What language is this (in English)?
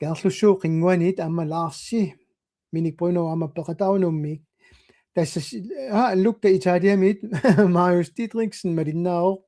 Kalaallisut